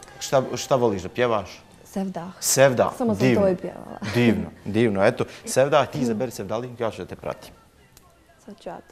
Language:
Bosnian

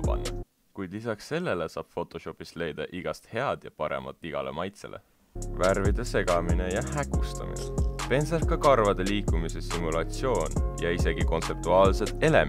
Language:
Estonian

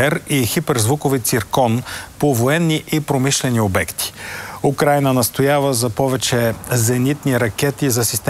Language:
Bulgarian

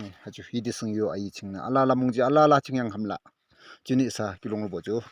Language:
Yimchungru Naga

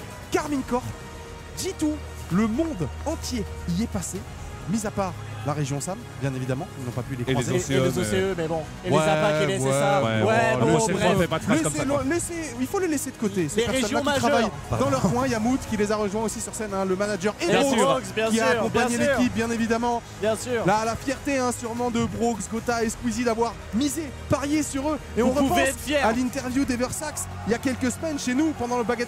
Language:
French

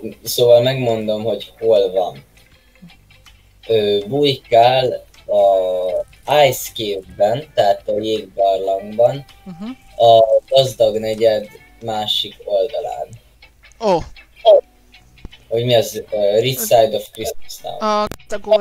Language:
Hungarian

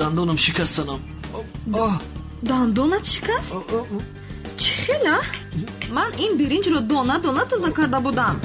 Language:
Tajik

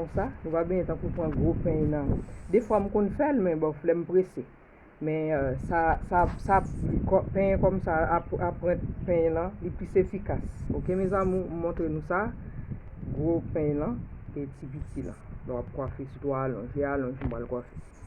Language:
Haitian Creole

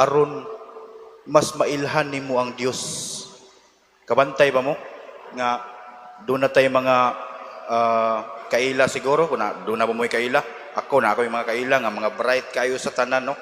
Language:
Cebuano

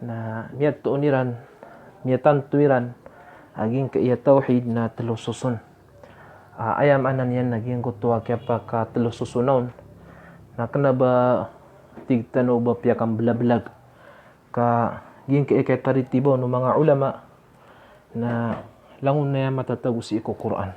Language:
Maranao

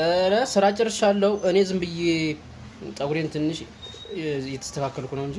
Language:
Amharic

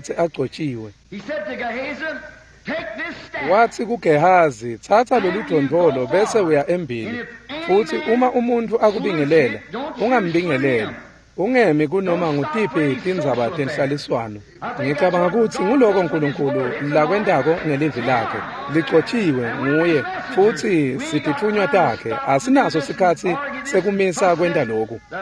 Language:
Swati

